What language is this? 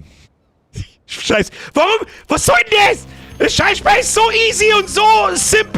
Bavarian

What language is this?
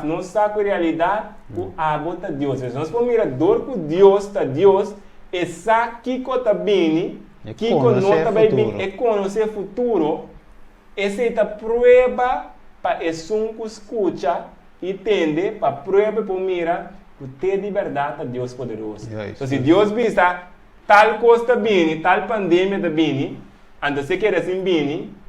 Papiamento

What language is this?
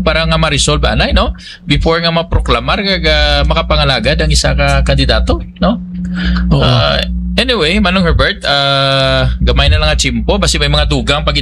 Hiligaynon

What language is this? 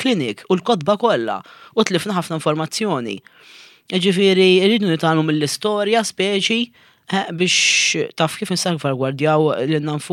Maltese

